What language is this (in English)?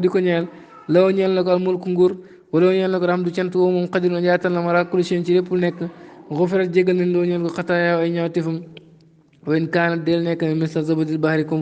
Wolof